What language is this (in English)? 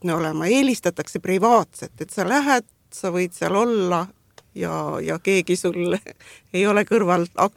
Estonian